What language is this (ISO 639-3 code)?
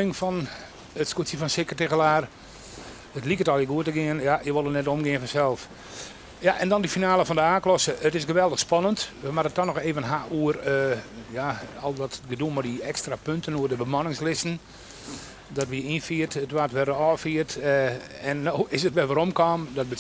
fry